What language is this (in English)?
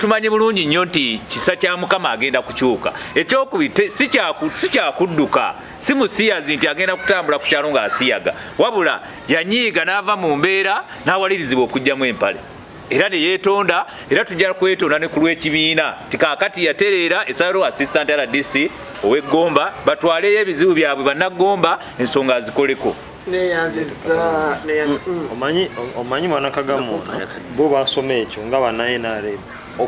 Ganda